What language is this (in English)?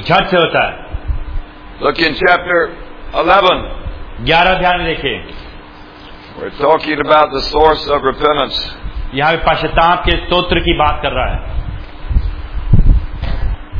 Hindi